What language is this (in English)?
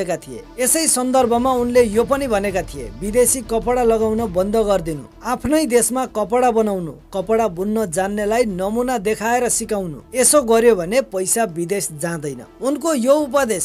Nepali